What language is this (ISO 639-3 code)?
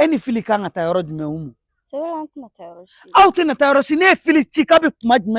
bam